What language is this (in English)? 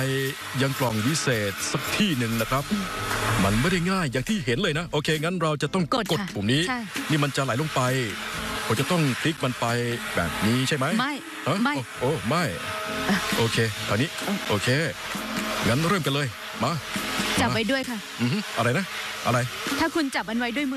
Thai